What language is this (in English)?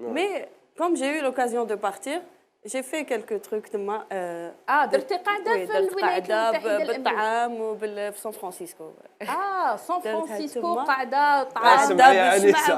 Algerian Arabic